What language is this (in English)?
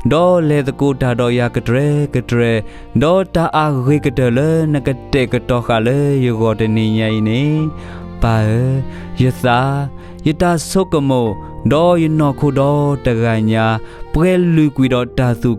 S'gaw Karen